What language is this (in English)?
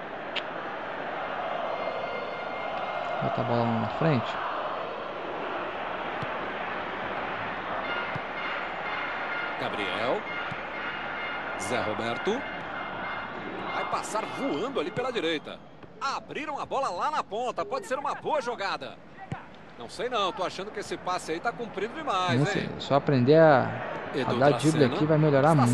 Portuguese